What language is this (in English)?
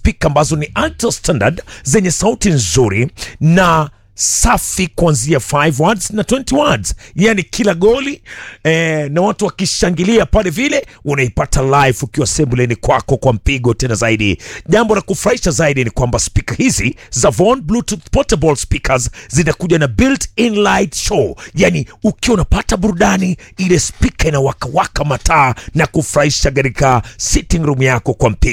Swahili